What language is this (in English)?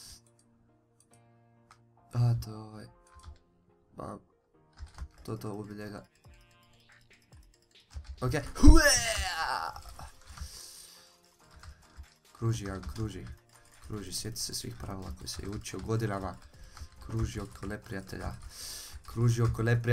Croatian